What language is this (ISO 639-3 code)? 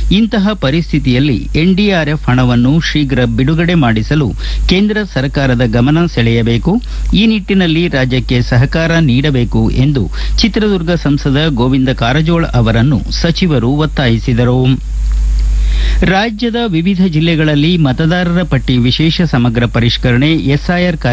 kan